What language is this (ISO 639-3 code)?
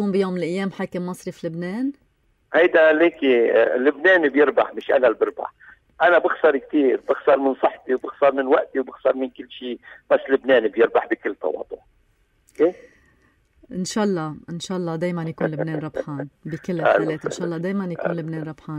apc